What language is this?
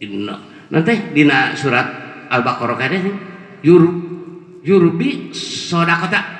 Sundanese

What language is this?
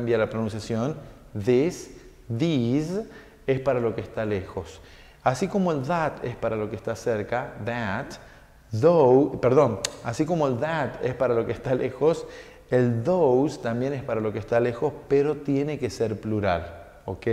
Spanish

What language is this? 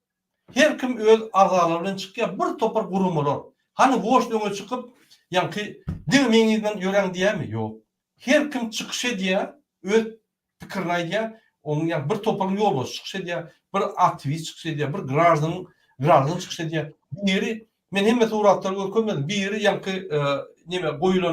Turkmen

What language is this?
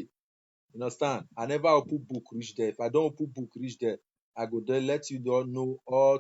Nigerian Pidgin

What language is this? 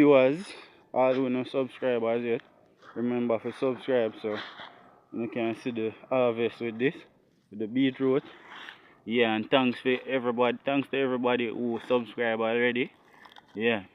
Jamaican Creole English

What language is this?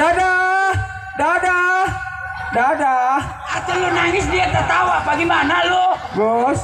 Betawi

